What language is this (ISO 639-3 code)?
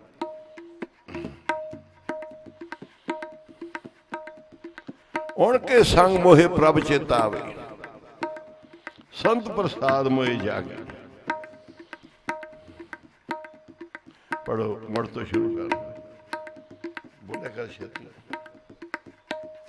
pan